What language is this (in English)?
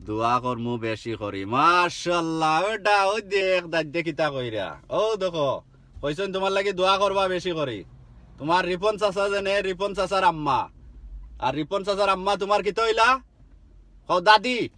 Sylheti